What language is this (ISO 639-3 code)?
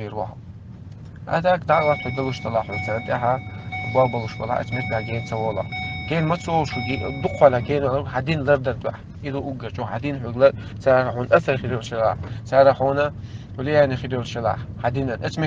che